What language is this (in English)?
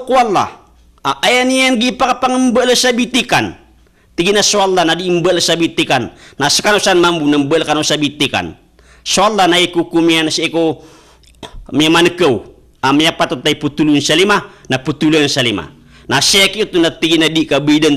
Maranao